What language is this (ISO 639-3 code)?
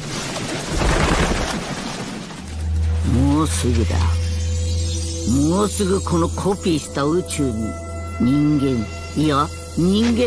jpn